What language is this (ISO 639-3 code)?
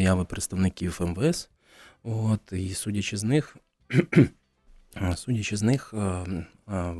ukr